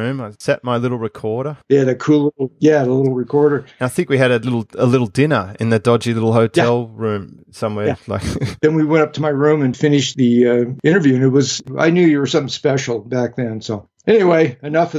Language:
English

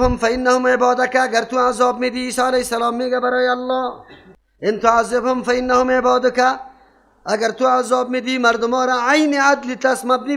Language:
Persian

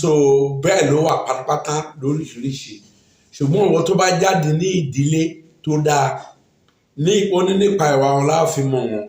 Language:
Yoruba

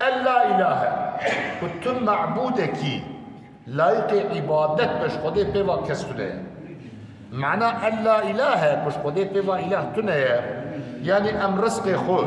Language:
Kurdish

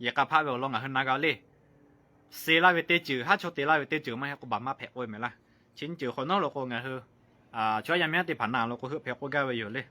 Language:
Lahu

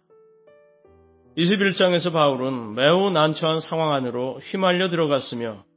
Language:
Korean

